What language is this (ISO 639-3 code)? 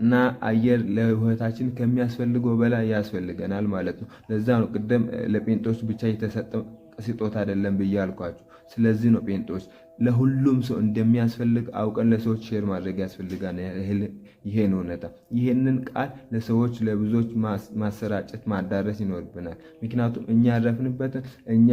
amh